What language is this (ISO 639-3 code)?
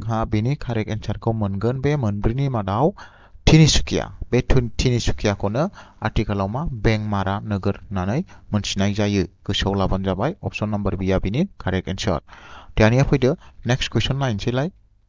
brx